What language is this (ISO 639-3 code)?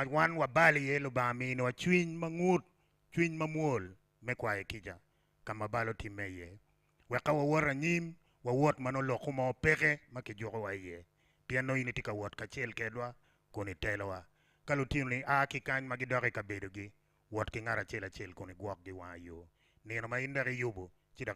ach